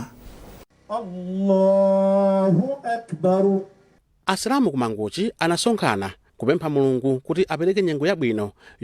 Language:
Nyanja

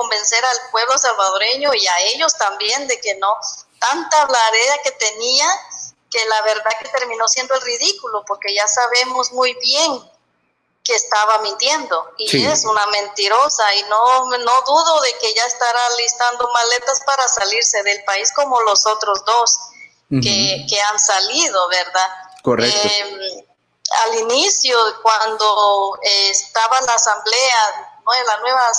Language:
Spanish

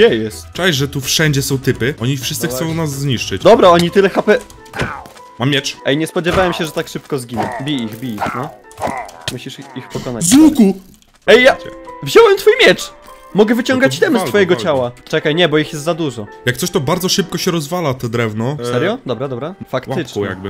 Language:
Polish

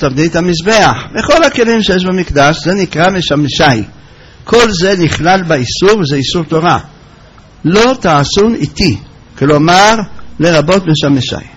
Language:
Hebrew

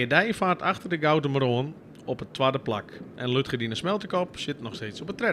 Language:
Western Frisian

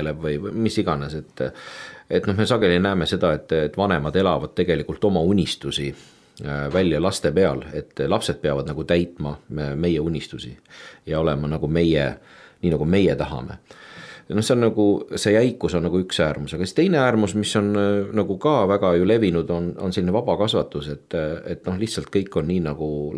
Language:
Estonian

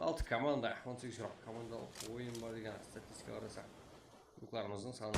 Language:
Kara-Kalpak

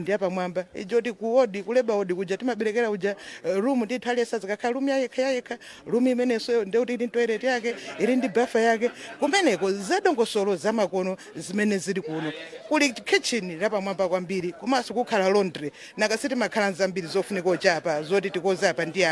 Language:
Nyanja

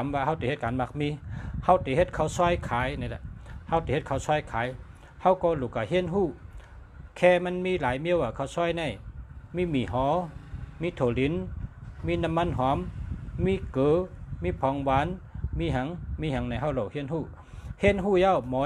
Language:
Shan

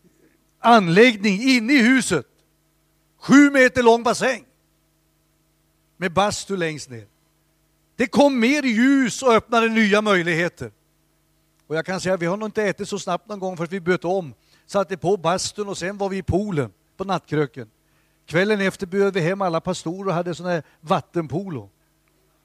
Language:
Swedish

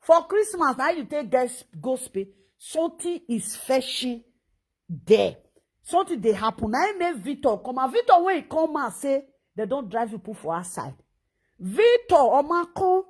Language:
Nigerian Pidgin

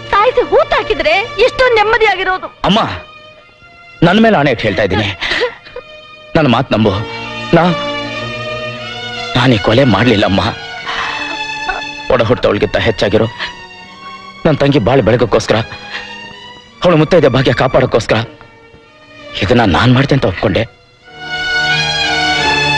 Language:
Kannada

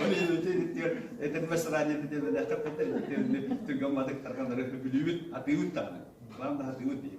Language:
Yakut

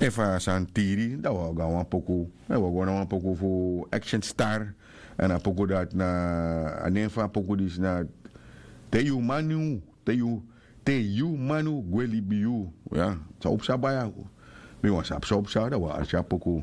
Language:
Sranan Tongo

